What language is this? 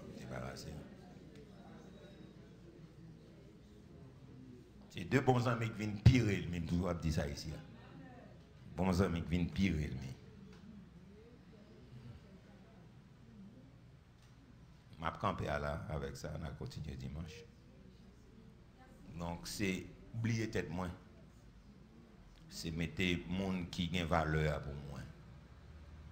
French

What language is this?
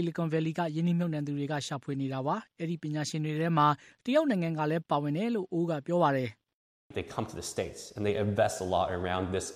Burmese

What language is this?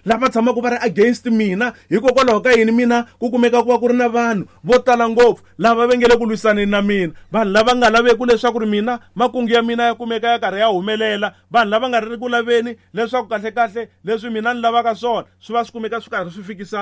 Tsonga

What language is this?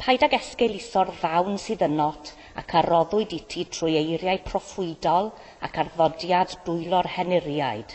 Welsh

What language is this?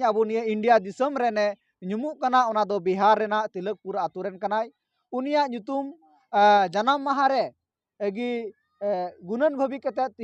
Santali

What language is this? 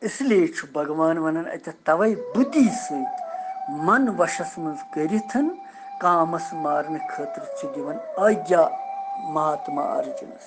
Kashmiri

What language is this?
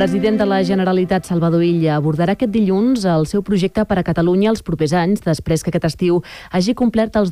Catalan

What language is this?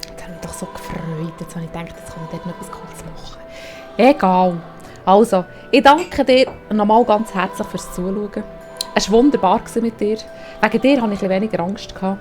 Swiss German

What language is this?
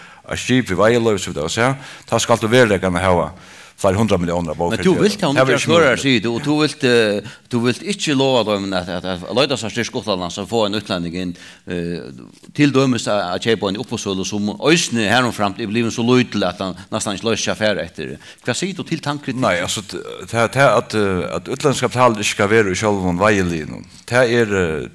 Faroese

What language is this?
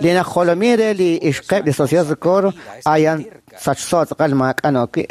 Kekchí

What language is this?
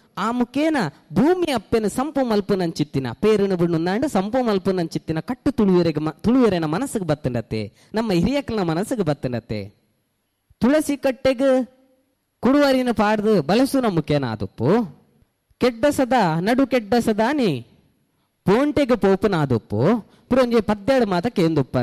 Tulu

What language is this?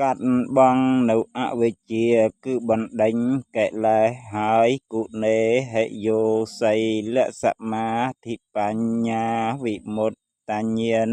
Khmer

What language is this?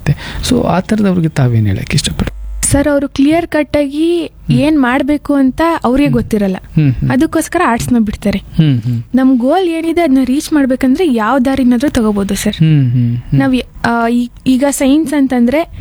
Kannada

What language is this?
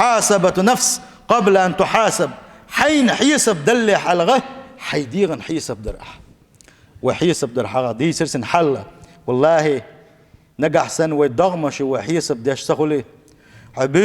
Chechen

